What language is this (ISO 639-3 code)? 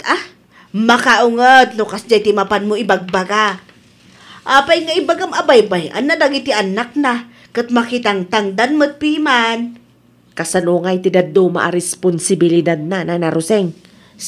ilo